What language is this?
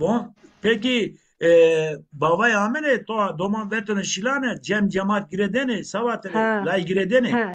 Zaza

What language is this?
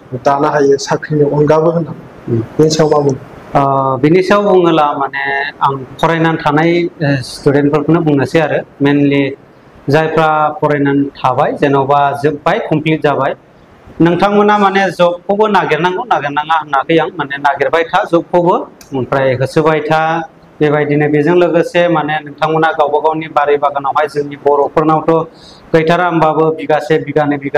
Bodo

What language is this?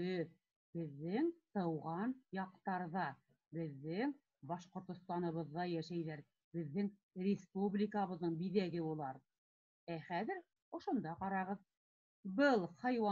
Bashkir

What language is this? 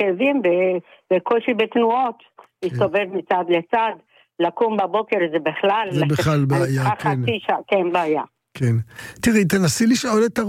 Hebrew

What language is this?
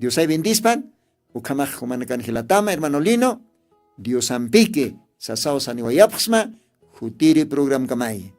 Aymara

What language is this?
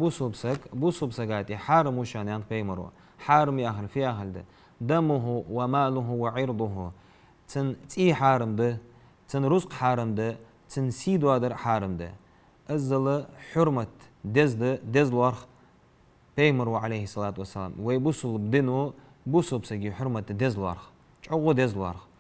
Ingush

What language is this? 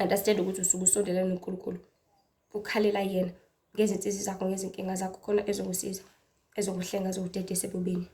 Zulu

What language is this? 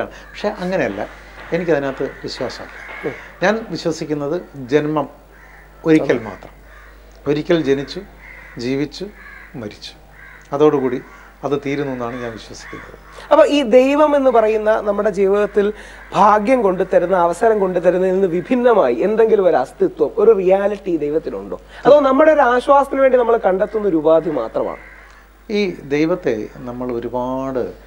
Malayalam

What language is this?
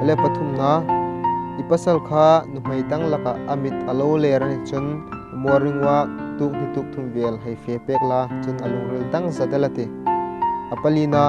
Hmar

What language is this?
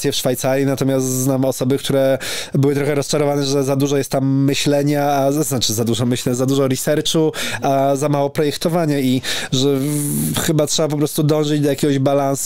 Polish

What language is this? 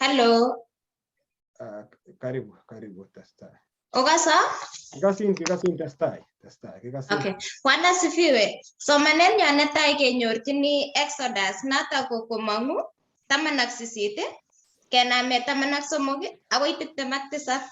Kalenjin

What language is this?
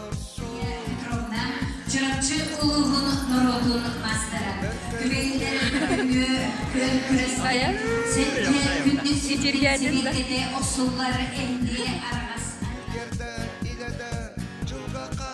Yakut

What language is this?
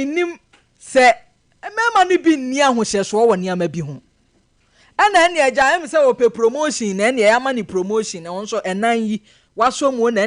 Akan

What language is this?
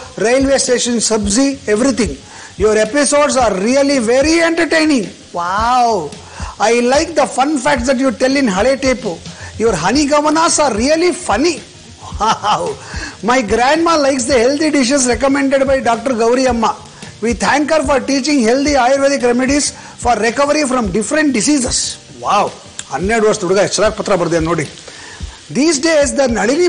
Kannada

